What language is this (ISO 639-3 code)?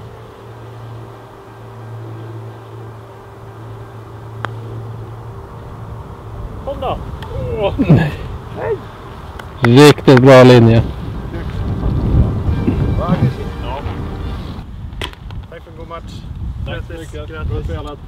swe